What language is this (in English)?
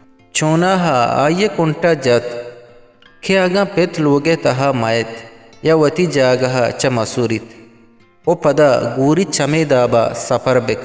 Eastern Balochi